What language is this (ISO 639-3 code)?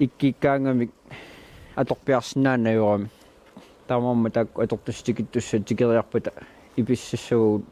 kal